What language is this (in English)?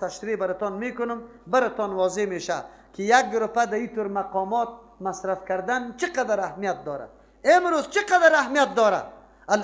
Persian